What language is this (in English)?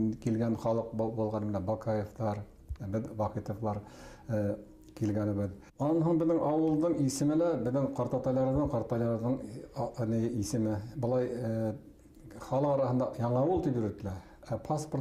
Bashkir